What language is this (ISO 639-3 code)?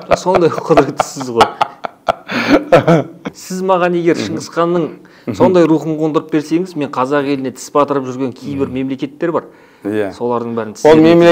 kaz